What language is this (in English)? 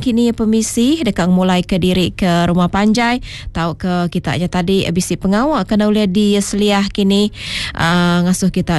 Iban